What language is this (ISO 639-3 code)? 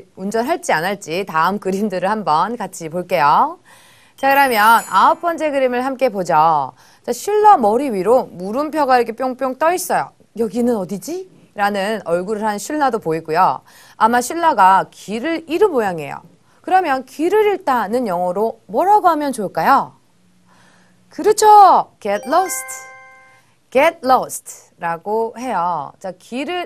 kor